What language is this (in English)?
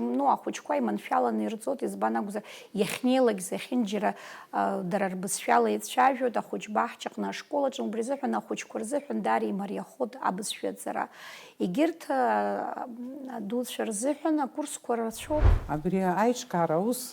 Abkhazian